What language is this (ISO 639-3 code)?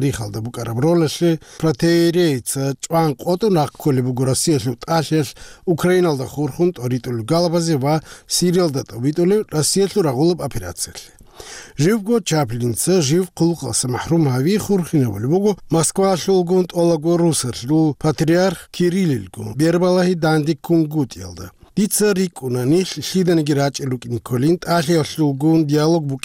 ava